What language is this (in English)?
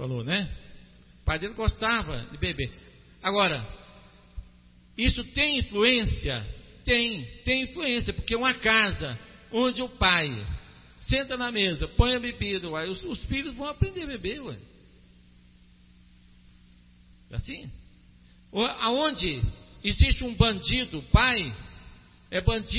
Portuguese